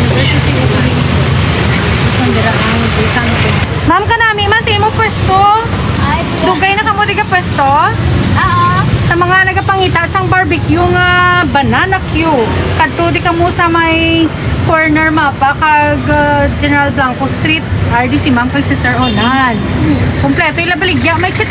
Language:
Hiligaynon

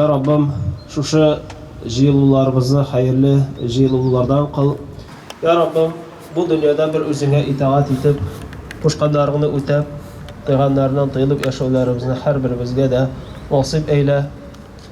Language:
Tatar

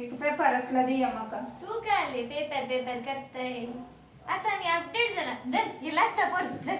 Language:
Konkani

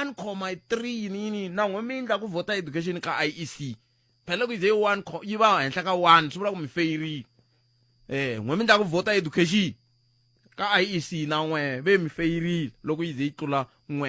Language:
Tsonga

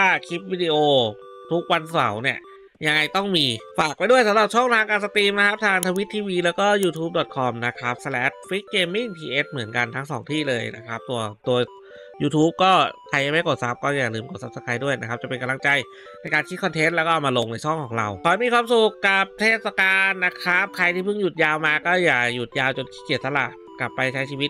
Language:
Thai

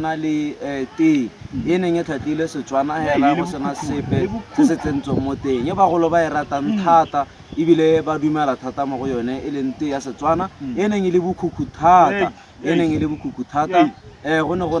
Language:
Tswana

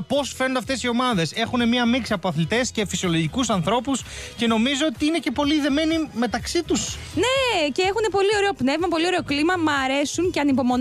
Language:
Greek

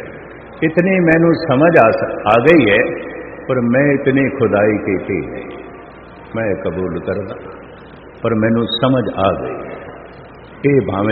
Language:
Punjabi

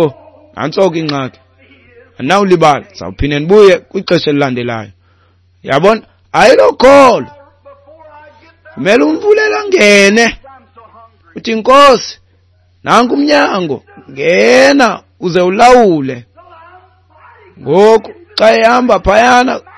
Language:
Xhosa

